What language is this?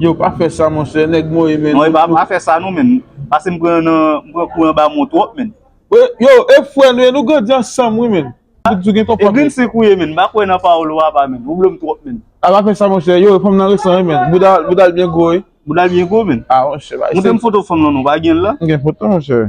Haitian Creole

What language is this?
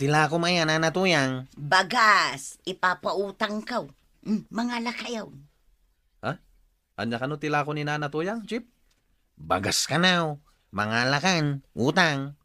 Iloko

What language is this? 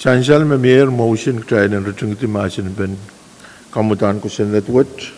Pohnpeian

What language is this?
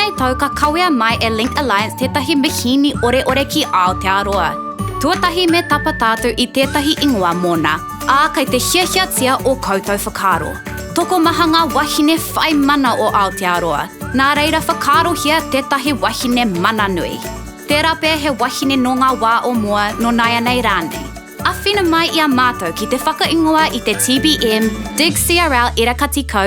Māori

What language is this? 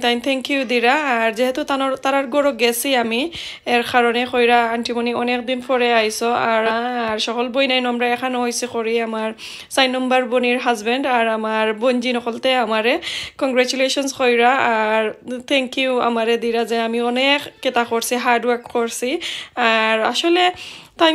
Sylheti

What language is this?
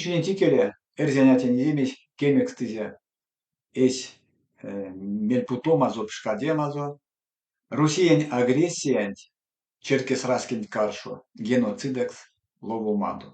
Erzya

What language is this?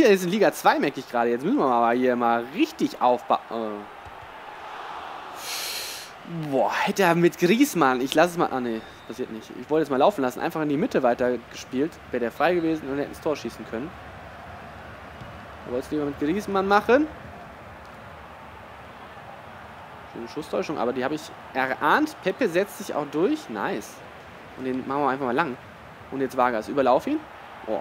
German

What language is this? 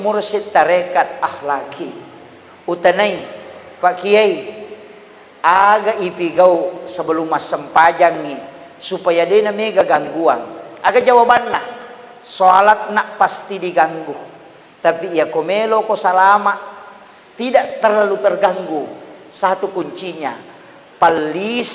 Buginese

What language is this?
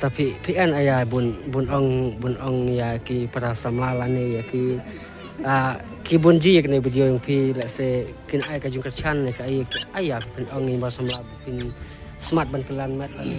Khasi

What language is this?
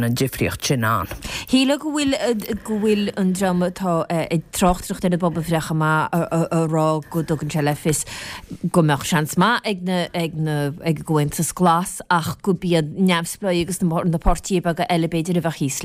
Irish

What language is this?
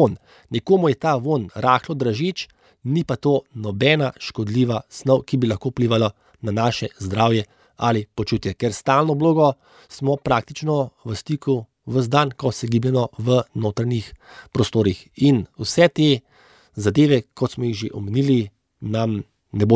Slovenian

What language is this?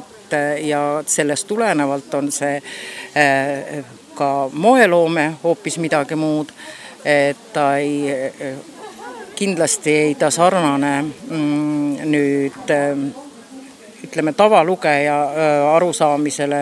Estonian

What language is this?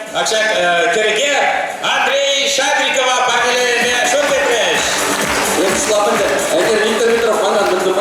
Chuvash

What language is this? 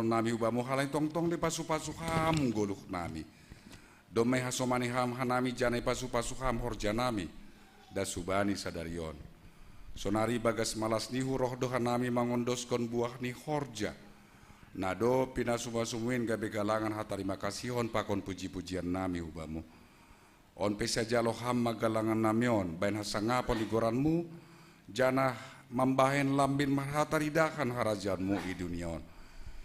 Batak Simalungun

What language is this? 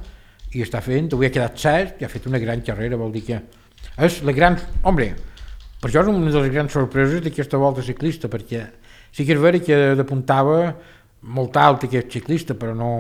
Catalan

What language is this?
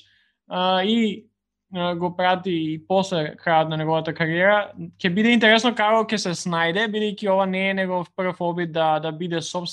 Macedonian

